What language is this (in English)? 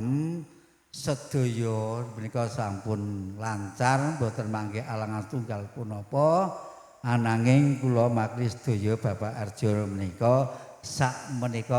Javanese